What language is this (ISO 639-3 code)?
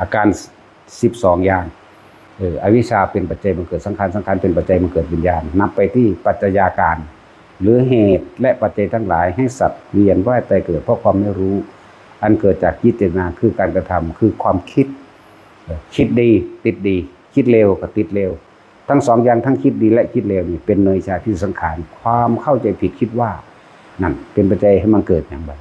tts